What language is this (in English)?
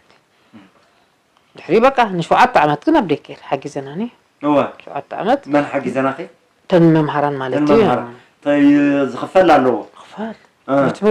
Tigrinya